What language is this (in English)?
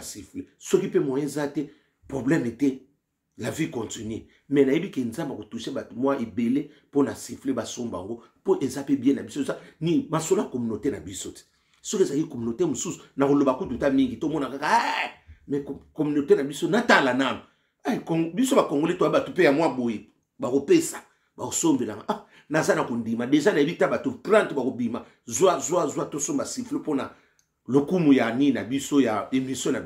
Lingala